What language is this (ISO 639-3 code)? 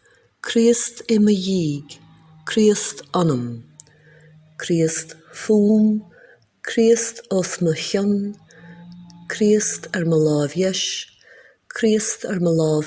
gle